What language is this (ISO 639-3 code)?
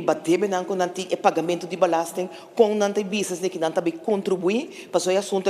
pap